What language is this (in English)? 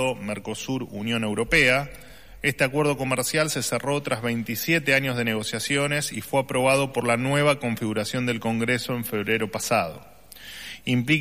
Spanish